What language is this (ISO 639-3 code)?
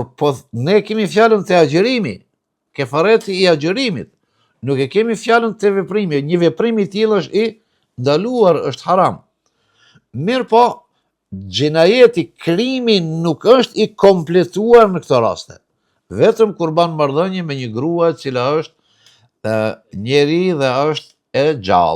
sqi